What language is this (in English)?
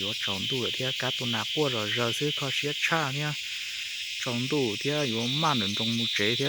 Hmong